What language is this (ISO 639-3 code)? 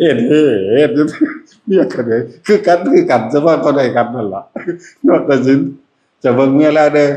tts